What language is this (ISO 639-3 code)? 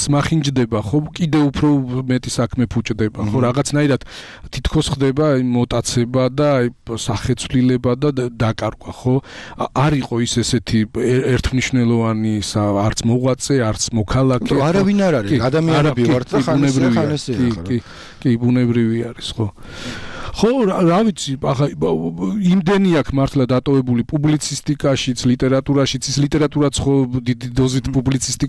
kat